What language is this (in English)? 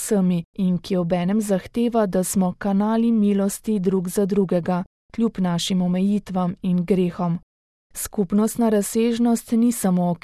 Slovenian